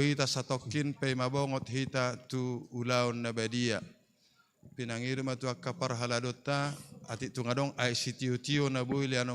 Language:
Batak Toba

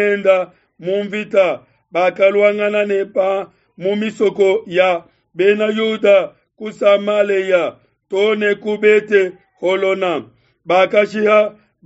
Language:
Luba-Lulua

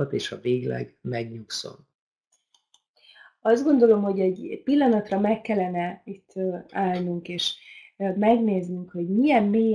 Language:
Hungarian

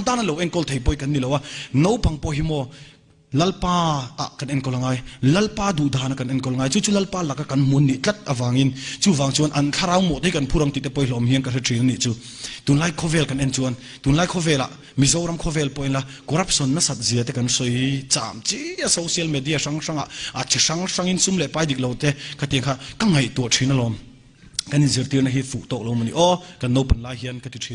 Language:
Mizo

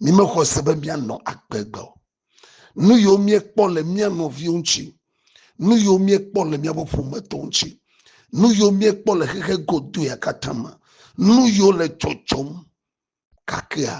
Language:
Ewe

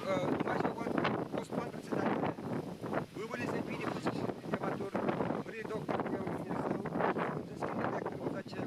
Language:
Chuvash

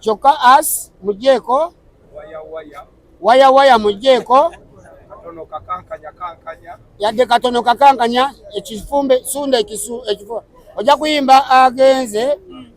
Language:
Ganda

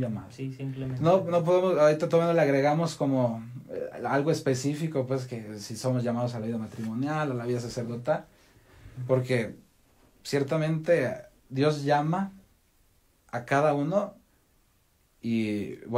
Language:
Spanish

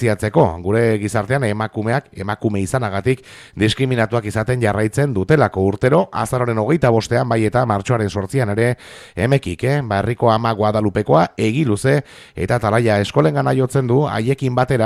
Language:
Basque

